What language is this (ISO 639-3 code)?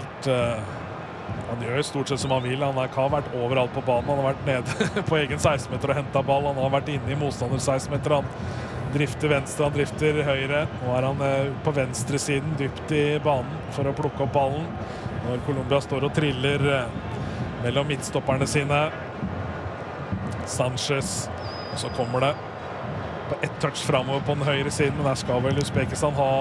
nor